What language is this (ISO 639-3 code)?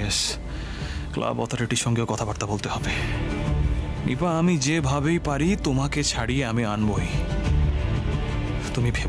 ben